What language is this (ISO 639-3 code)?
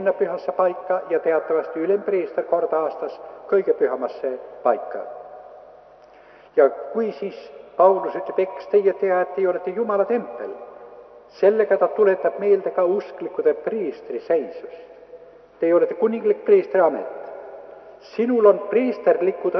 est